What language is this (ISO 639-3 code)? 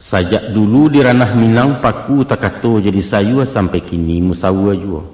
min